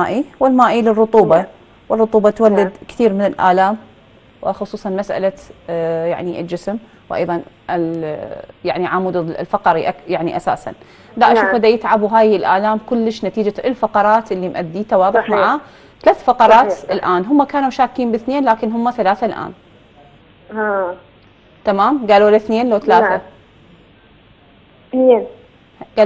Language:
Mesopotamian Arabic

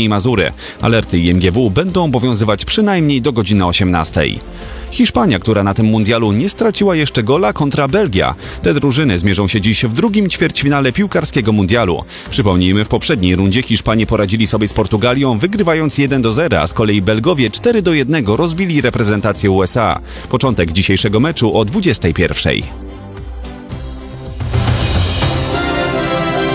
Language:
Polish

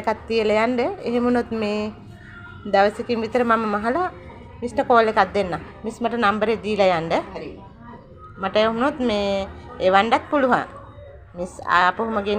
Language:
Sinhala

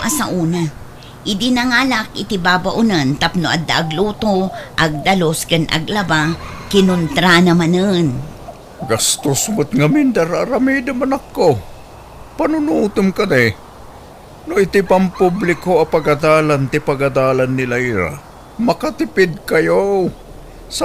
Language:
Iloko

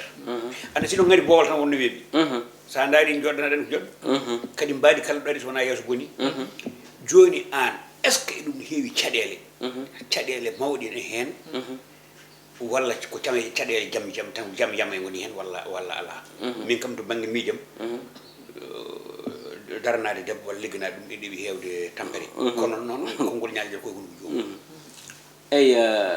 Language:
Fula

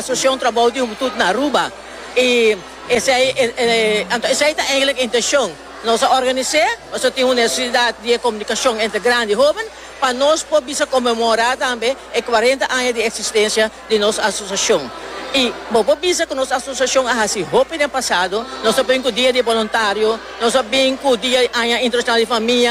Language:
Papiamento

